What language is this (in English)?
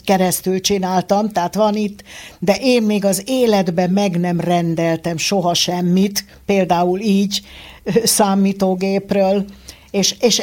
Hungarian